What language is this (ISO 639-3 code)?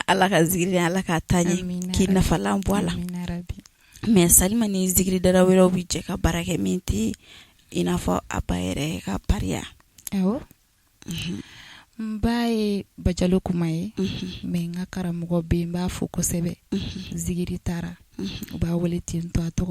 bam